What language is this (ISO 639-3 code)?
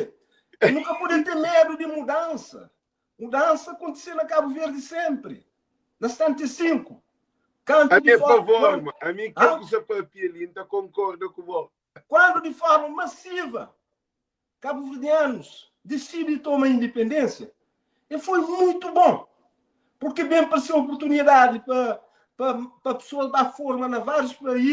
kea